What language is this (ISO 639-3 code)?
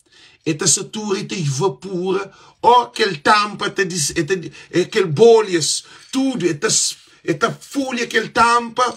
kea